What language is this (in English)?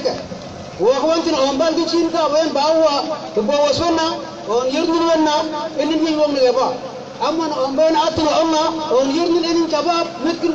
Mabaan